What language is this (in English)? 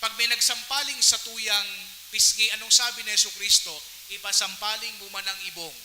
Bikol